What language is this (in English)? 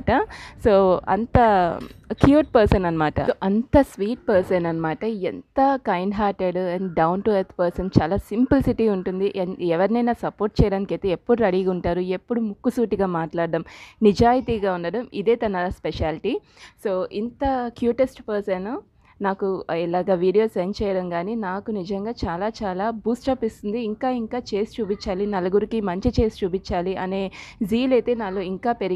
Telugu